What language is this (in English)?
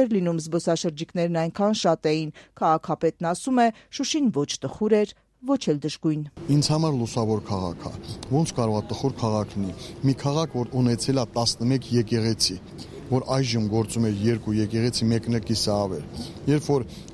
Armenian